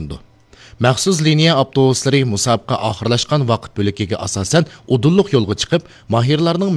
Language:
Uyghur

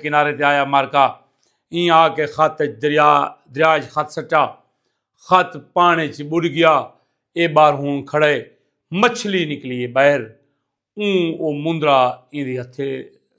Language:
Saraiki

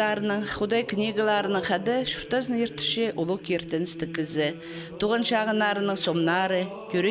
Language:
Khakas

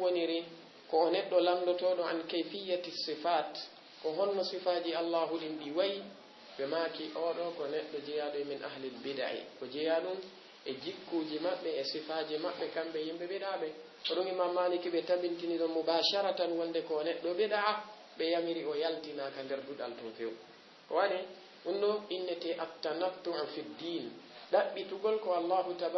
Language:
Fula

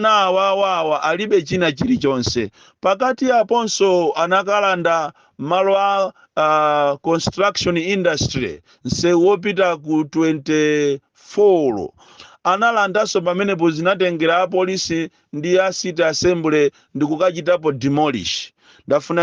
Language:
Nyanja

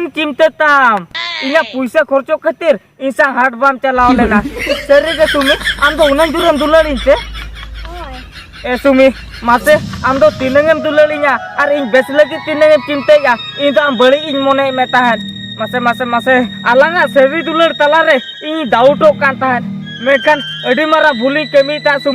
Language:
Santali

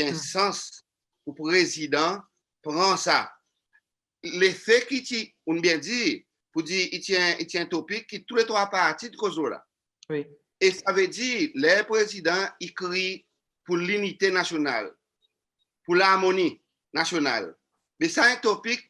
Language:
Seselwa Creole French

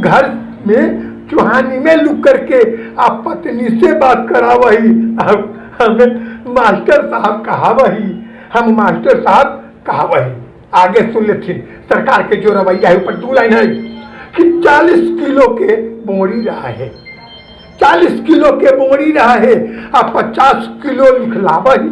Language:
Magahi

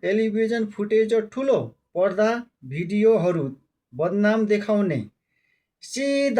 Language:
Nepali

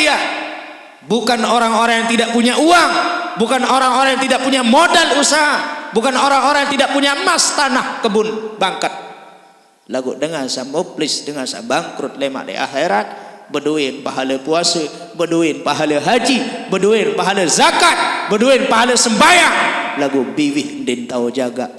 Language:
Sasak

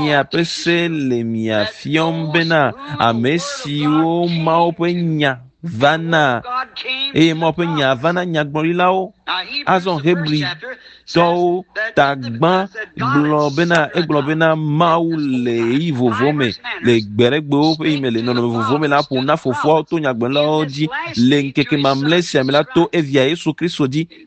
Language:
Ewe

